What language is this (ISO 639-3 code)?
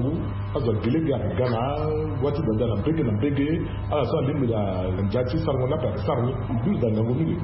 sag